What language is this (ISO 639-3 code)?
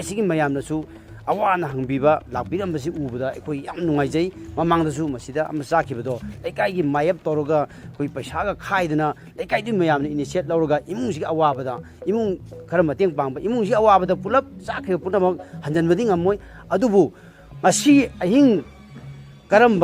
mni